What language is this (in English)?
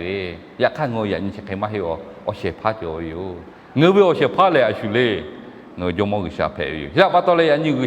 Lahu